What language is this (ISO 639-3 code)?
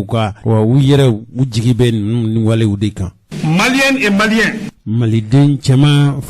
bam